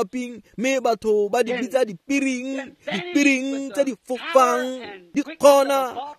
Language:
Tswana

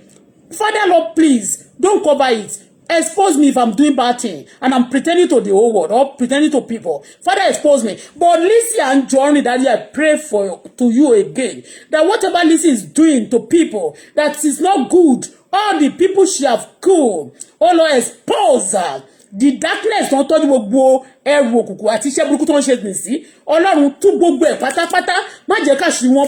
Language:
Yoruba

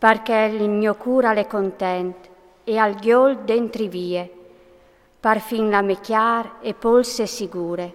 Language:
Friulian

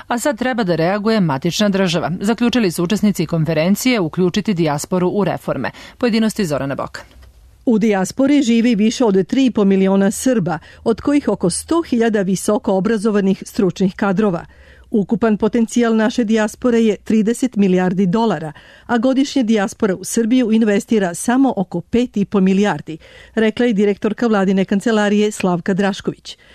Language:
Serbian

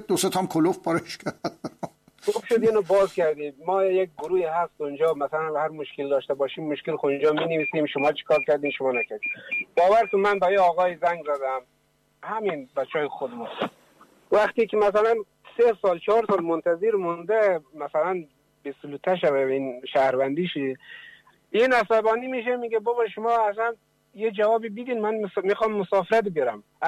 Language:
Persian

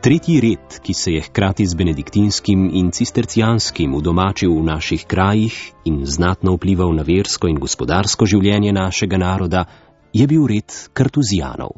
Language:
Slovenian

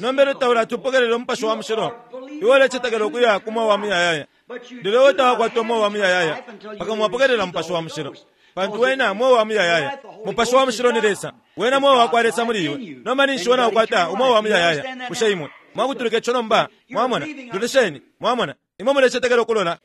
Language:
Bemba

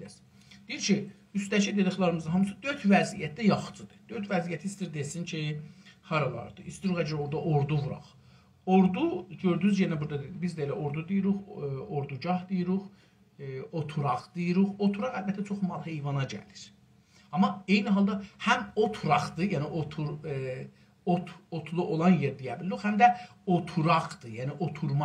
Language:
South Azerbaijani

